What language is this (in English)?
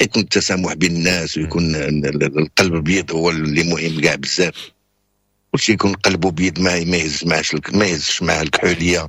Moroccan Arabic